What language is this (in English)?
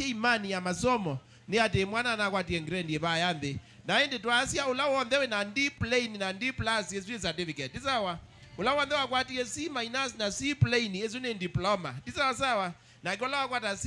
Kamba